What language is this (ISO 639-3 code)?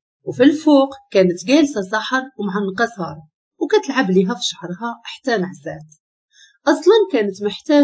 ary